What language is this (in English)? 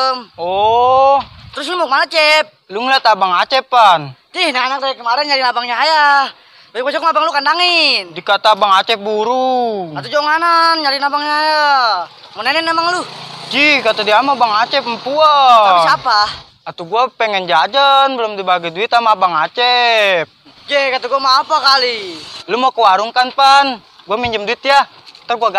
Betawi